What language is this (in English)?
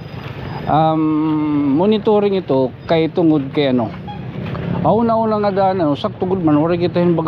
Waray